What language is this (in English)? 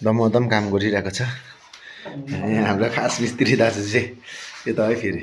Nepali